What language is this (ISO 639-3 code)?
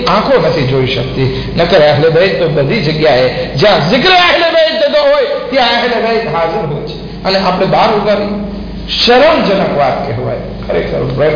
guj